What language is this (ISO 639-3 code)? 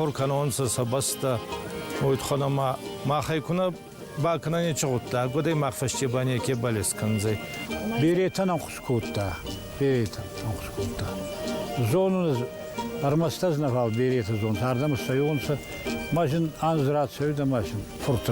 oss